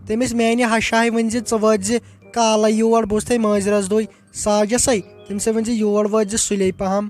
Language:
Kashmiri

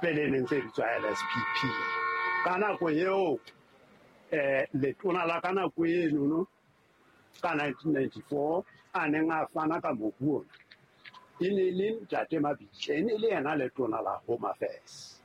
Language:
Southern Sotho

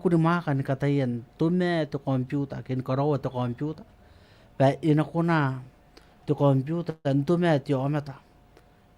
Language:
Gilbertese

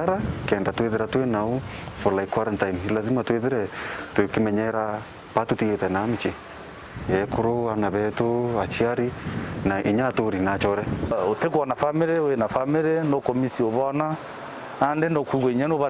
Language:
Meru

